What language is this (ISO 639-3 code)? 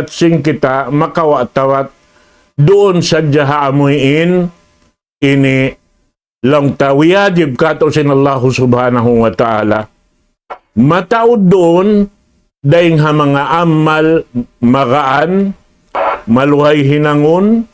tsg